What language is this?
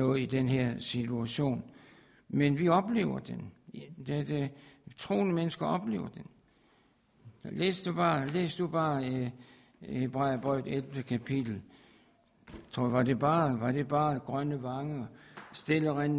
Danish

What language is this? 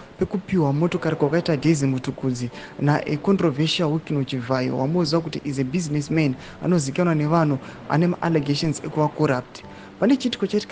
Shona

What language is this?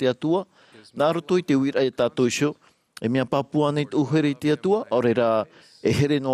Tahitian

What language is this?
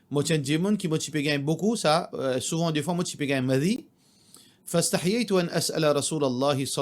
Morisyen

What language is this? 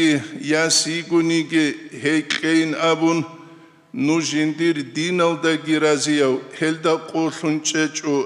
Avaric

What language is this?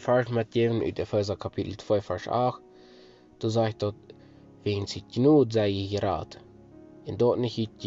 Plautdietsch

